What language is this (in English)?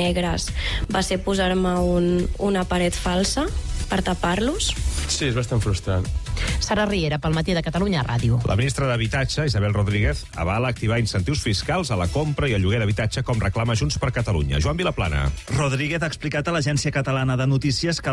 Catalan